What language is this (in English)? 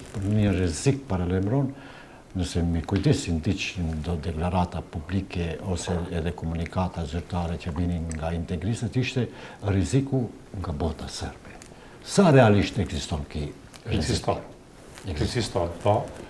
Albanian